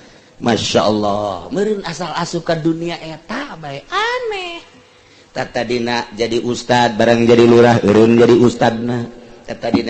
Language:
Sundanese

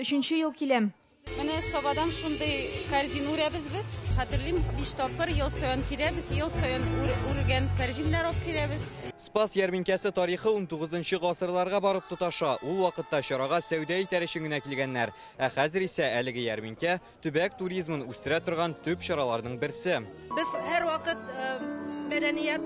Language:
Tatar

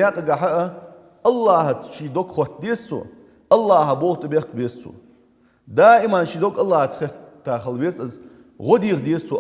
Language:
Ingush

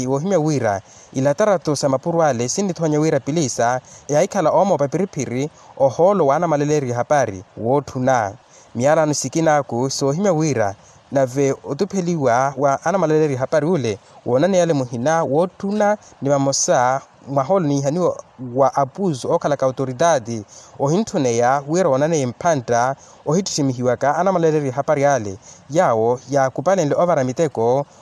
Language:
Makhuwa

